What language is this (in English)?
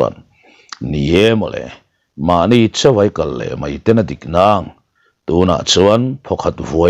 Mizo